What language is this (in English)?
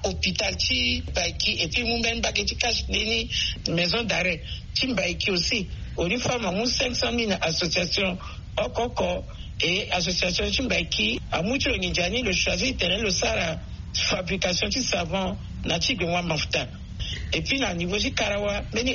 Sango